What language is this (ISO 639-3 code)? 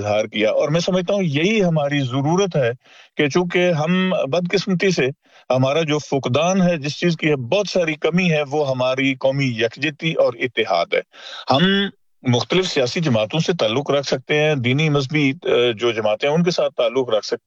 urd